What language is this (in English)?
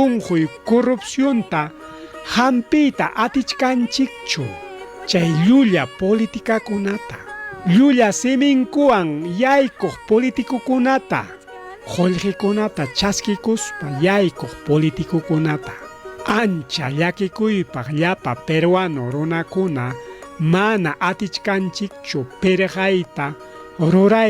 Ayacucho Quechua